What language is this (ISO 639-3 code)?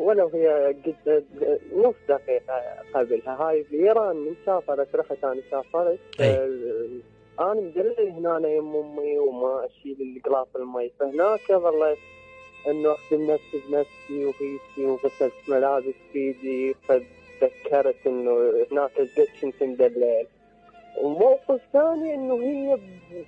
acm